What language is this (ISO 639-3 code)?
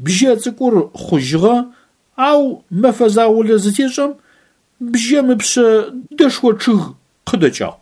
ady